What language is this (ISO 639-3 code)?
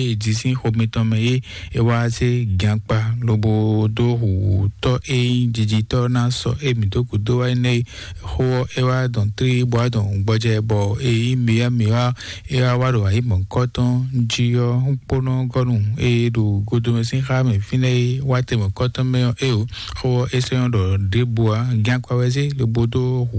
fon